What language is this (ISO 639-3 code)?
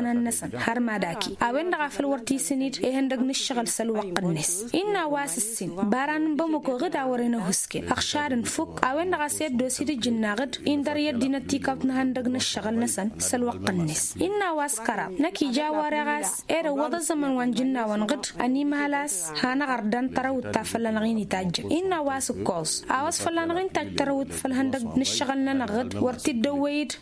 taq